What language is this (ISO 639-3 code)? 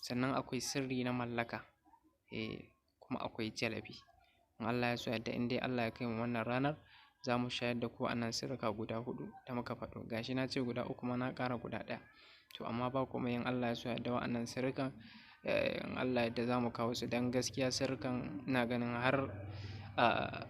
hau